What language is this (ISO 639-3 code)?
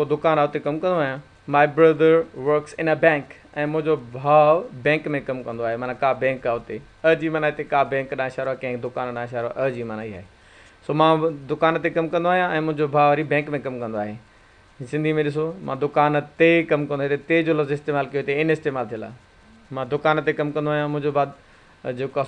snd